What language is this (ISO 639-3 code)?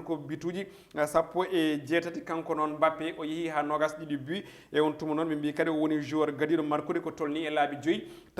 ful